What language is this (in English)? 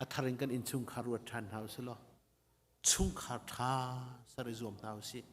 Hakha Chin